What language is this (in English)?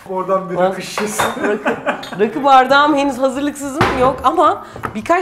Turkish